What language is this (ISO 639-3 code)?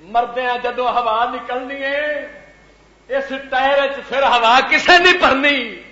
lah